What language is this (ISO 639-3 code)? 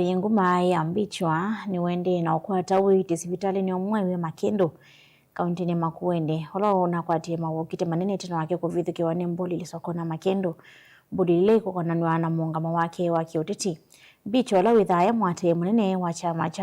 kam